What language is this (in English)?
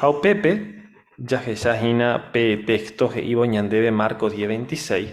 Guarani